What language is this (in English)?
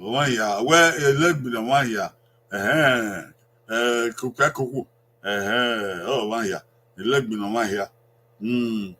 Bini